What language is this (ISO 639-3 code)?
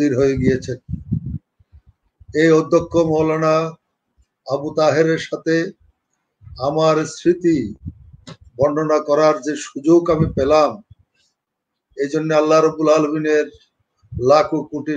ben